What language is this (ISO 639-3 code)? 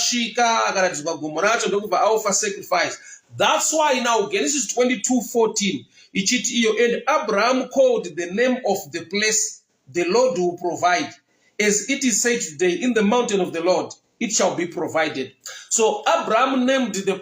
sna